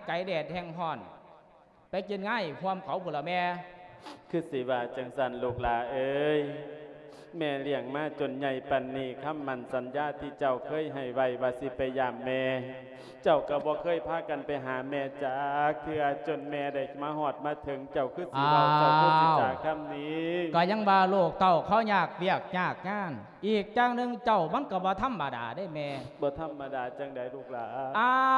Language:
Lao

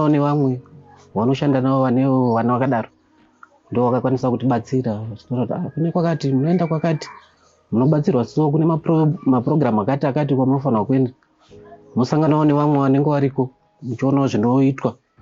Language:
Shona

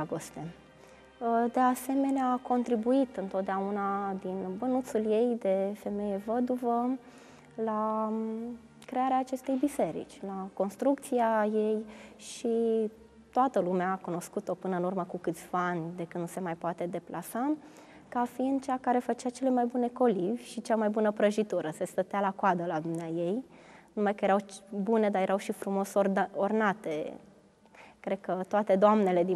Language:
Romanian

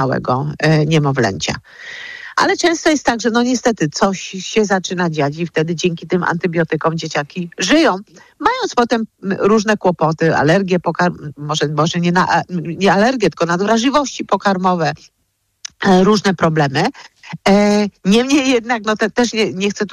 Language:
Polish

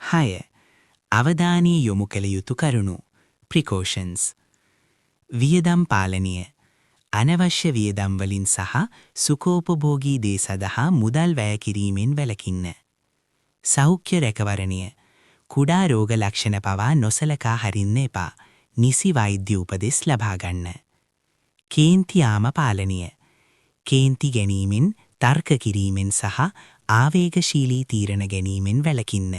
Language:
Sinhala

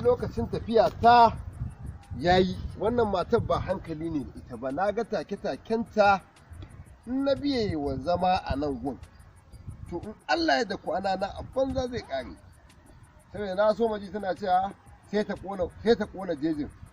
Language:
Hausa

